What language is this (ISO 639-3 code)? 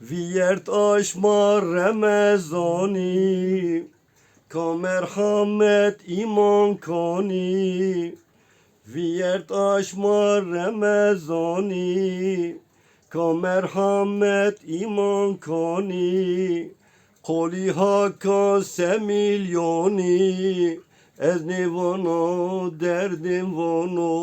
zza